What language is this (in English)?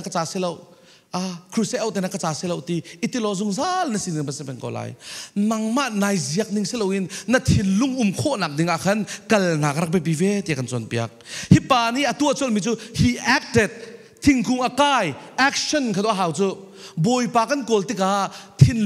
Falam Chin